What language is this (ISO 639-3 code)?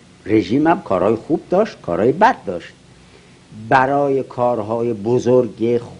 fas